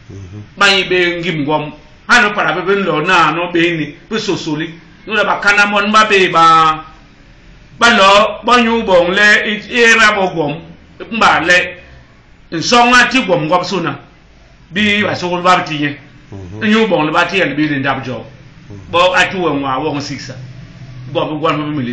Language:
Basaa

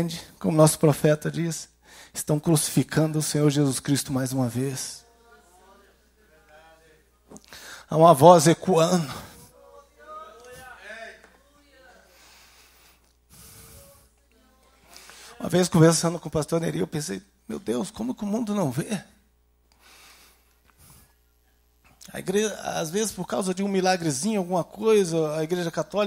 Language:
Portuguese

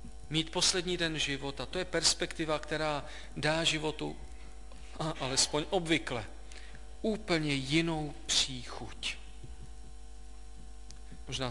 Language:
Czech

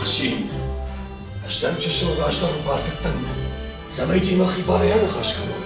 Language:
Ossetic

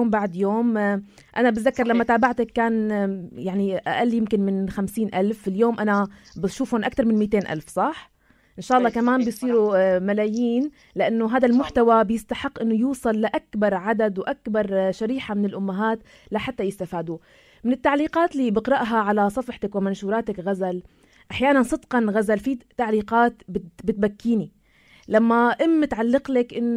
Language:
North Levantine Arabic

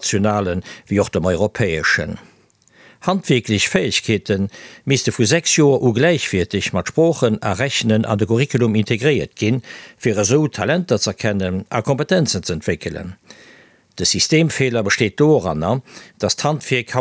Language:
Luxembourgish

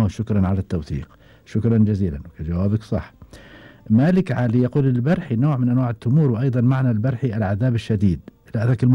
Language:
Gulf Arabic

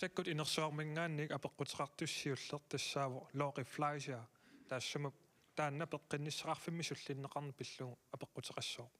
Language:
Kalaallisut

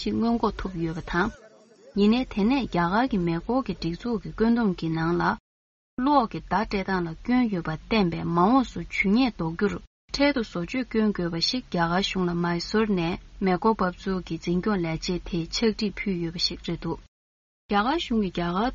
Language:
Tibetan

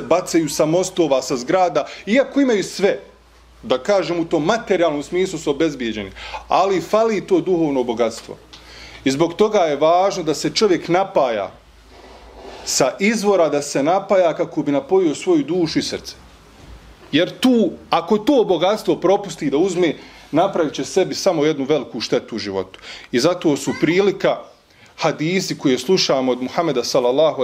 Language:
Bosnian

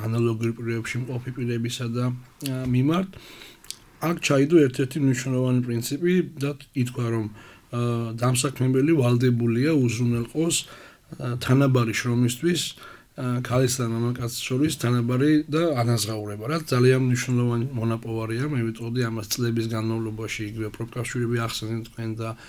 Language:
Georgian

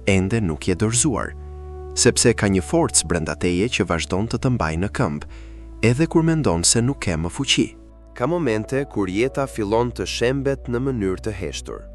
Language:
Albanian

